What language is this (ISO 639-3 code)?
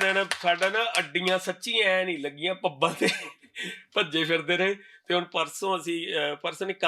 lah